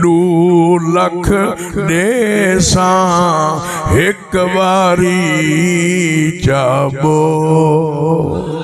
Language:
Saraiki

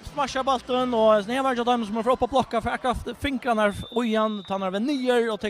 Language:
Faroese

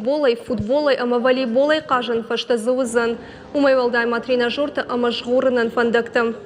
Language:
Ossetic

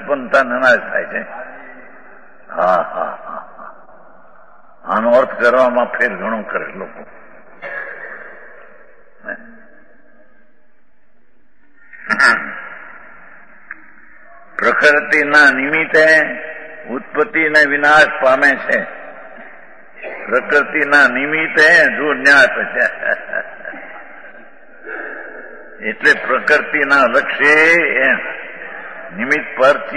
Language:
Gujarati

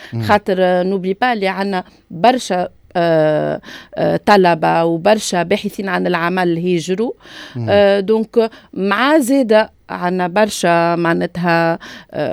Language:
Tunisian Arabic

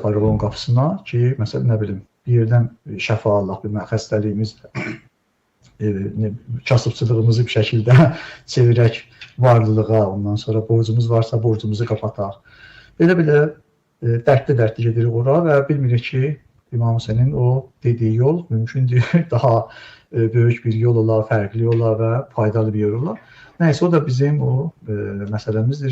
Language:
Azerbaijani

